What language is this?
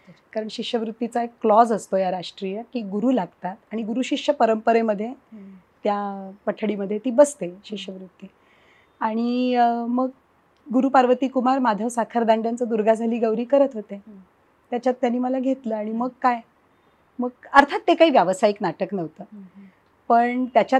Marathi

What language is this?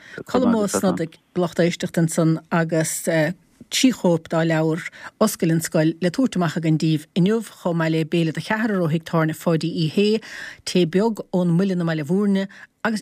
Irish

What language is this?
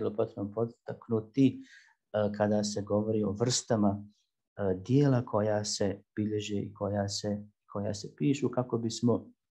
Bosnian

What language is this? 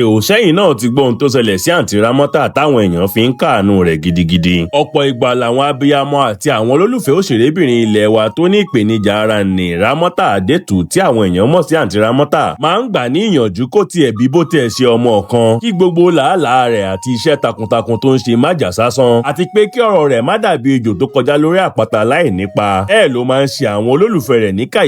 Yoruba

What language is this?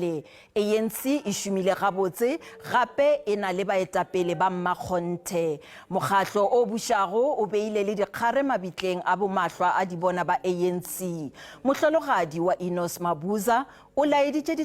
Northern Sotho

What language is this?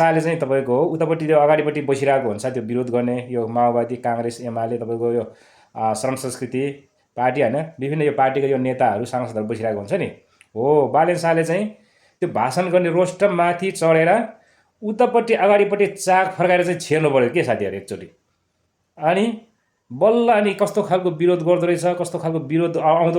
Nepali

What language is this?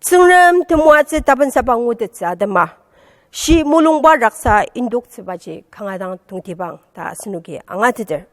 Ao Naga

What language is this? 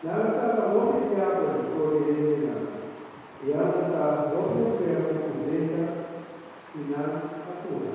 Papiamento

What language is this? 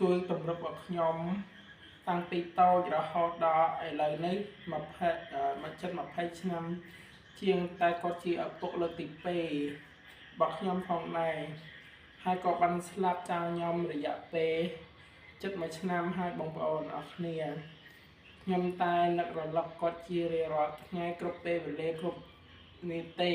Khmer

